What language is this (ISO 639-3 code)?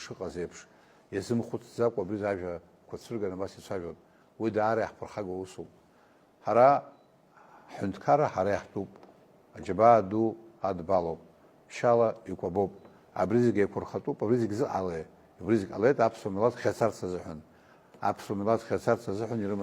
abk